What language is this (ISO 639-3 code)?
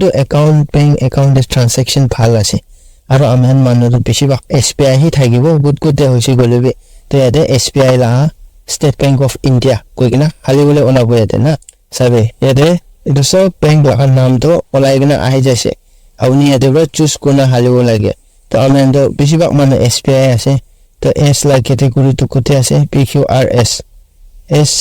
nag